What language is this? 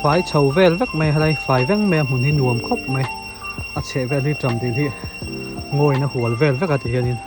Mizo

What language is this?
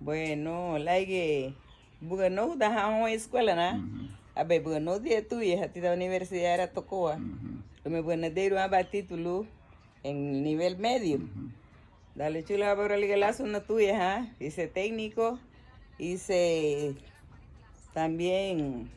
Garifuna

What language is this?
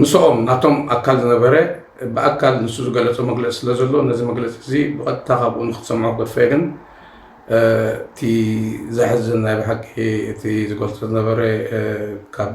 Tigrinya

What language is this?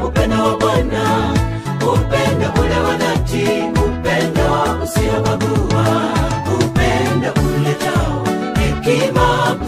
Swahili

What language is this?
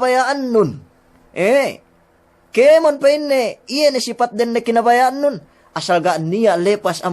Yakan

